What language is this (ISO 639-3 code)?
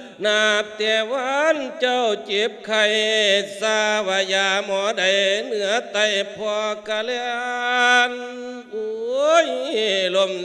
lao